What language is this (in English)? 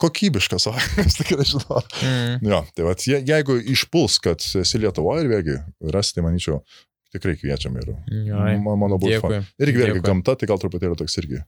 Lithuanian